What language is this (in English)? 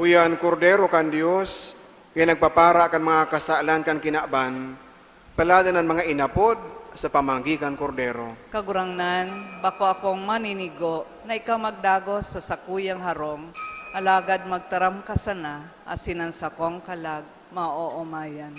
Bikol